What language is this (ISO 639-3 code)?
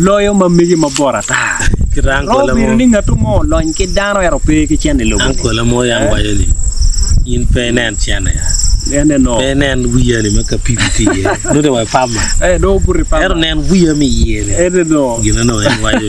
ach